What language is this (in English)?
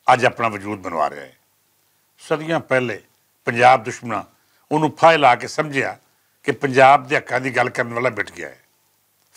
Western Panjabi